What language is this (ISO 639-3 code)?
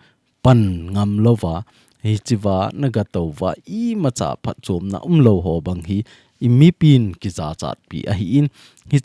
tcz